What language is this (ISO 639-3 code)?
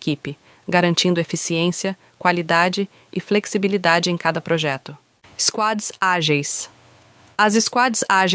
por